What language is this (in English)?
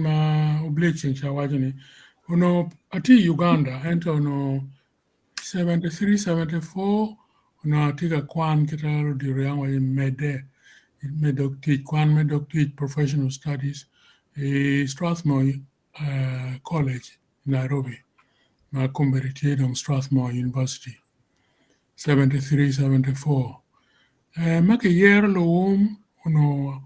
Acoli